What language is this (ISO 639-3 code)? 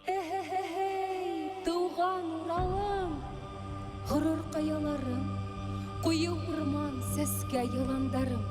bak